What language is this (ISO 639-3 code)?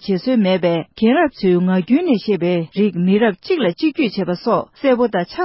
bod